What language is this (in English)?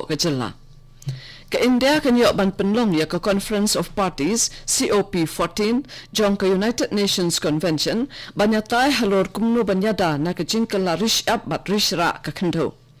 Khasi